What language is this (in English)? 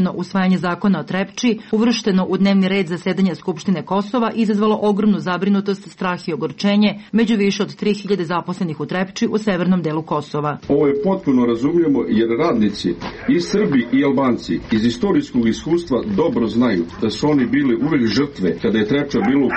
Serbian